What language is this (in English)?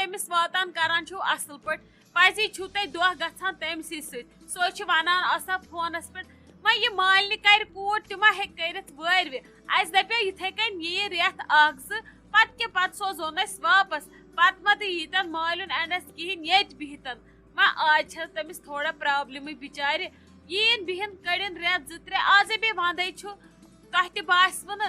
Kashmiri